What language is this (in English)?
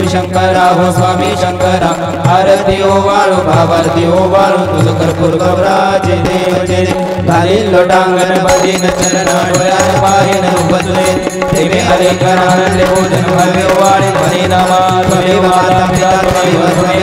Marathi